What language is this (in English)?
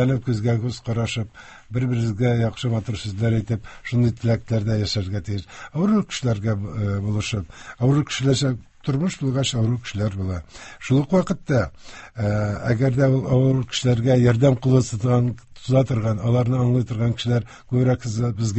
Tatar